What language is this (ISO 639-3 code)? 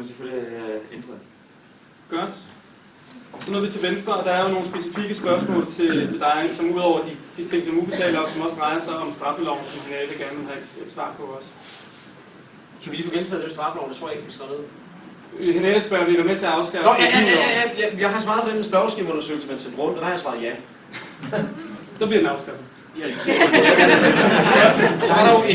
dan